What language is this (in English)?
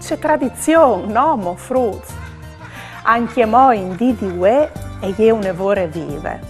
Friulian